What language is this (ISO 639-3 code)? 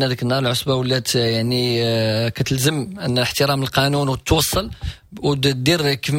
ary